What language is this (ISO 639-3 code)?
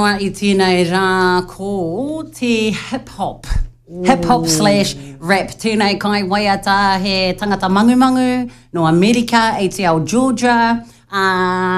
mri